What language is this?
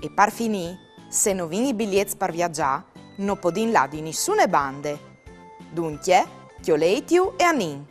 Friulian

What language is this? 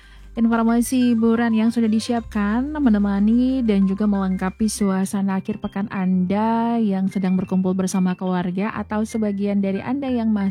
Indonesian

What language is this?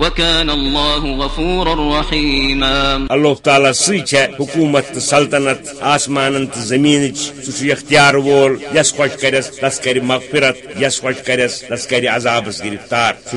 Kashmiri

